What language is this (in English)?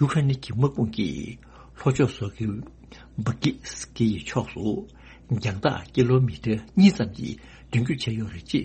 Tibetan